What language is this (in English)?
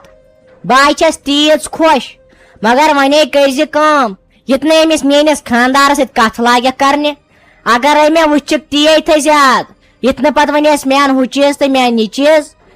Kashmiri